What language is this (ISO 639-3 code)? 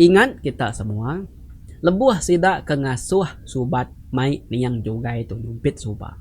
iba